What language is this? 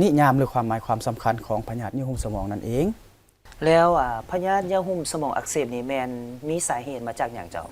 Lao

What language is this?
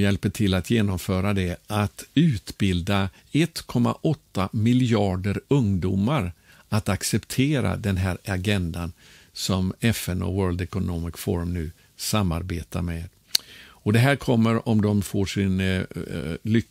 Swedish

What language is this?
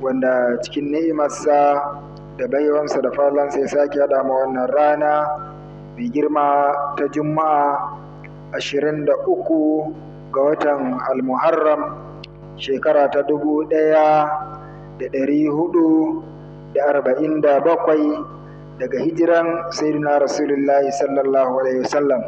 Hausa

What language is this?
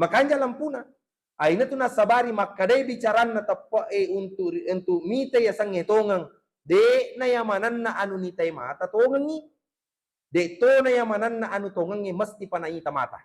Buginese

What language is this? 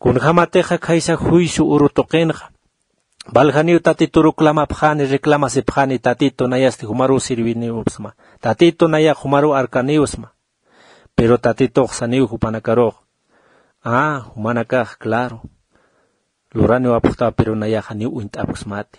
Aymara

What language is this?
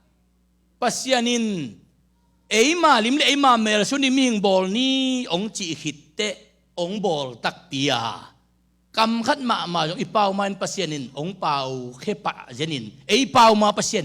Tedim Chin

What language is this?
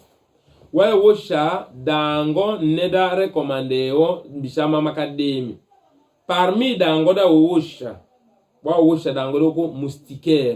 Tetela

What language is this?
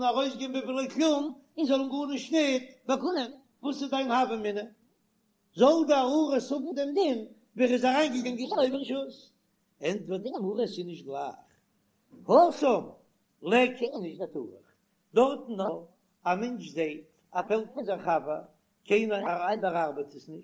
Yiddish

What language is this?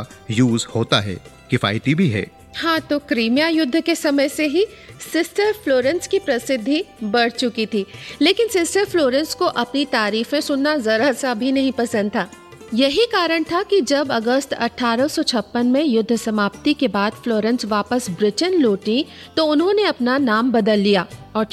Hindi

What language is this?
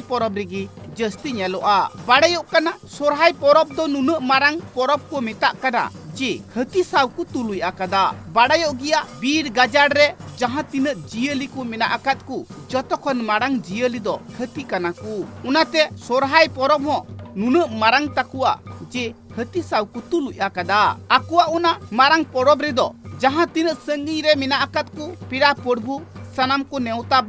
Santali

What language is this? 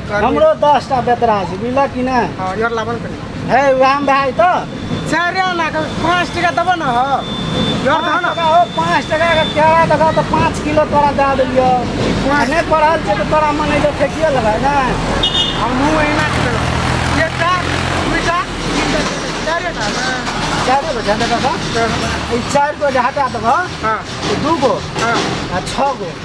Maithili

